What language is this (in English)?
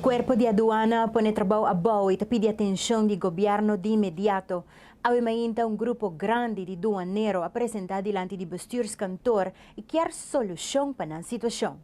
Papiamento